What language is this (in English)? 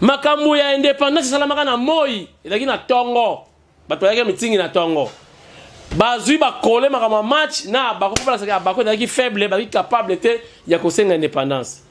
Lingala